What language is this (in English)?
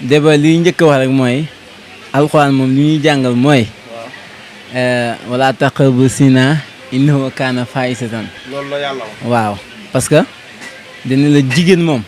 Wolof